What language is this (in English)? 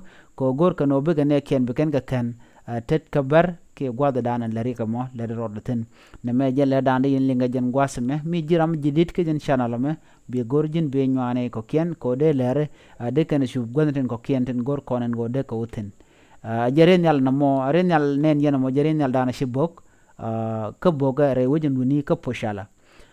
Nuer